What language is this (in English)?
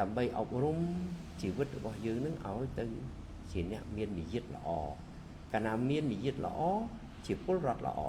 Khmer